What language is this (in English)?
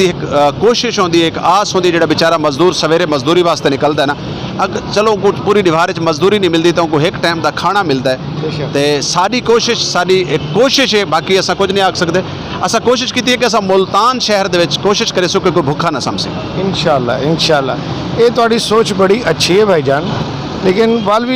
Saraiki